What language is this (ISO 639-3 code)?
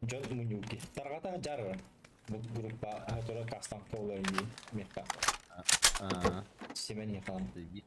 sah